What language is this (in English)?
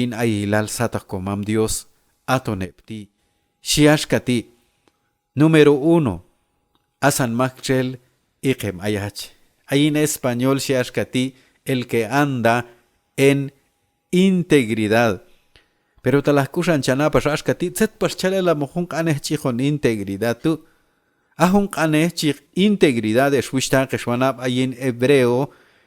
Q'anjob'al